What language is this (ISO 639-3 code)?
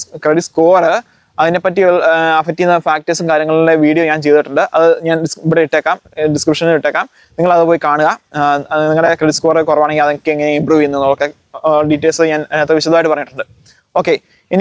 mal